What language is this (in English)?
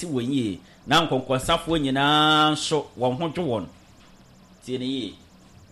Akan